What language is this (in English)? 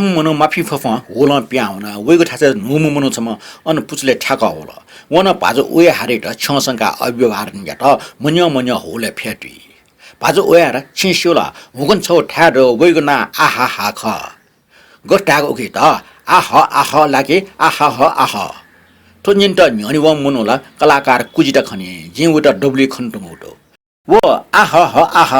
Newari